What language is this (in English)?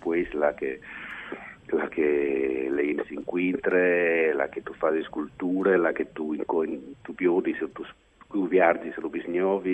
Friulian